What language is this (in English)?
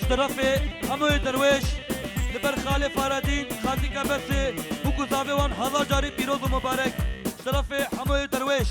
Kurdish